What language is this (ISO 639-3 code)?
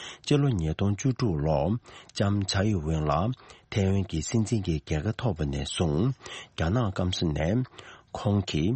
bod